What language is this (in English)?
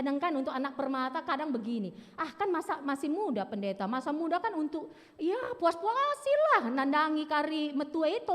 Batak Karo